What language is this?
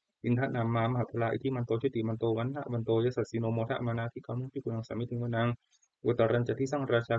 Pali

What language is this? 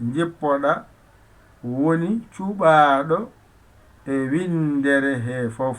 Fula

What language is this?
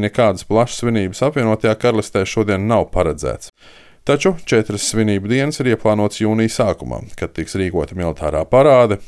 Latvian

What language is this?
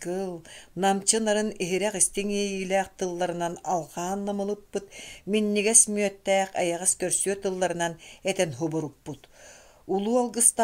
Yakut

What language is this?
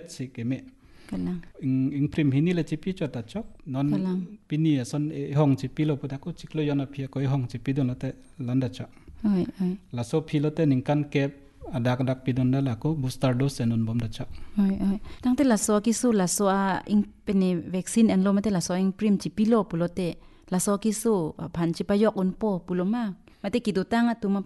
Karbi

